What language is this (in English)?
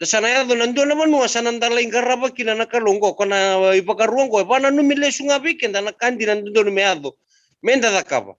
Fijian